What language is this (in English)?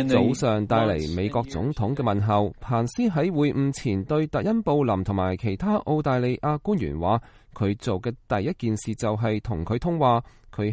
Cantonese